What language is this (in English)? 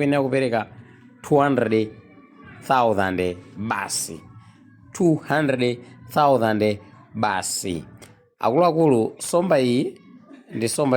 Nyanja